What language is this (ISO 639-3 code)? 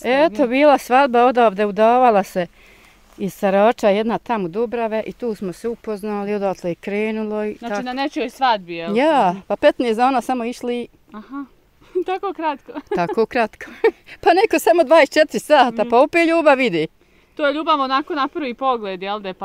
bos